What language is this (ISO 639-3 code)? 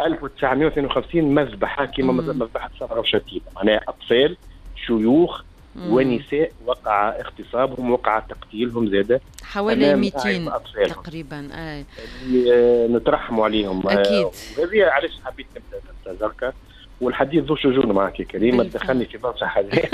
aeb